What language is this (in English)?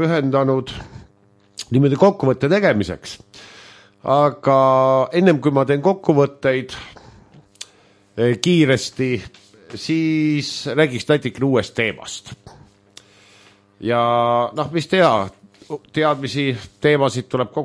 Estonian